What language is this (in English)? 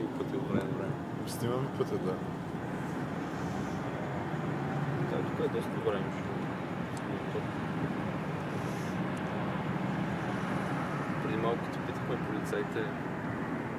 Bulgarian